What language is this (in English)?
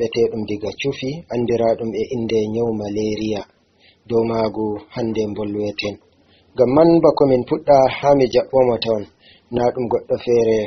Fula